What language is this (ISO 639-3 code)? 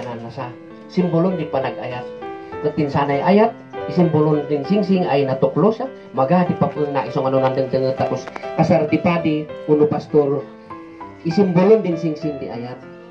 kne